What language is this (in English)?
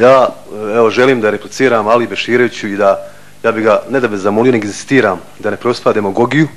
Bosnian